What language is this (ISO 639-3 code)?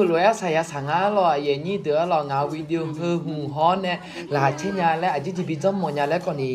ahk